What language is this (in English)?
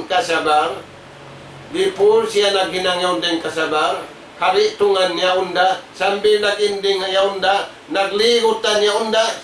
Tausug